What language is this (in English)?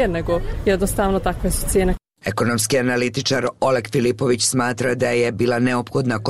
Bosnian